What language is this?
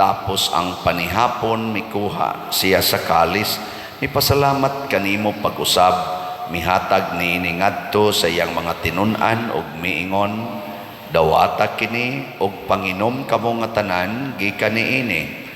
Cebuano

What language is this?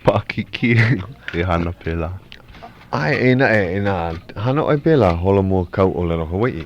Hawaiian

